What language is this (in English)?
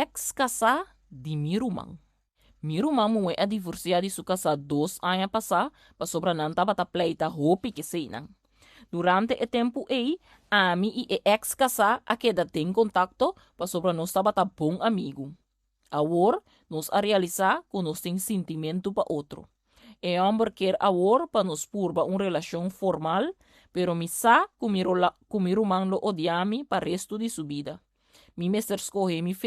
Papiamento